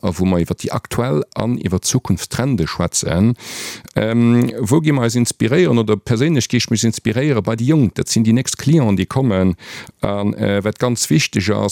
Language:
Luxembourgish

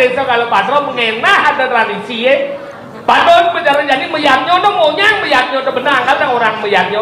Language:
Balinese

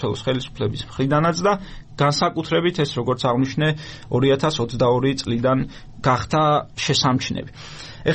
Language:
Georgian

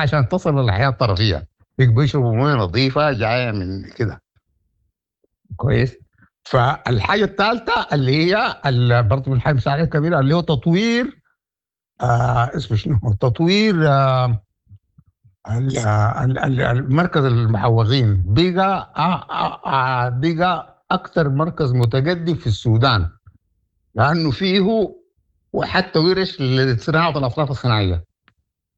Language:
Sudanese Arabic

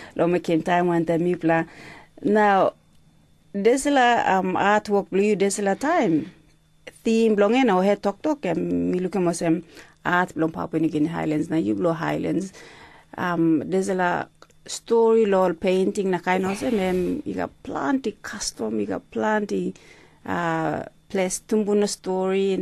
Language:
Tok Pisin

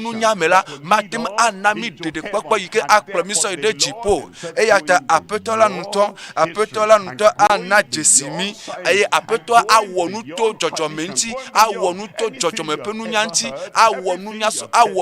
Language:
Ewe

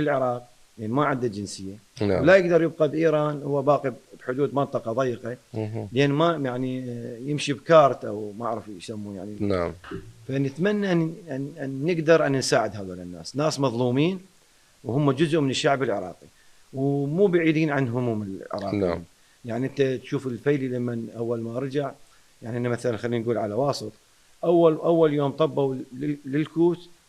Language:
Mesopotamian Arabic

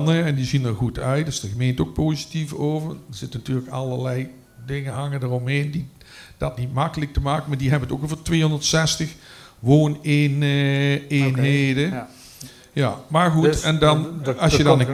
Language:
Dutch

